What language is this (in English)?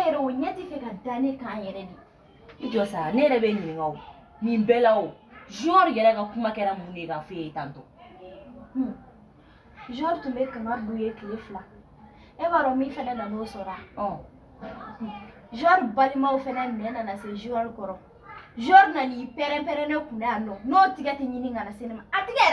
Bambara